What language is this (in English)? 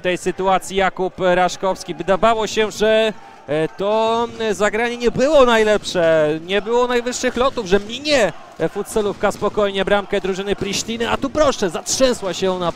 Polish